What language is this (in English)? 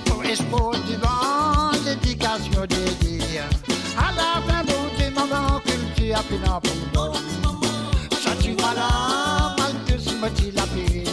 Morisyen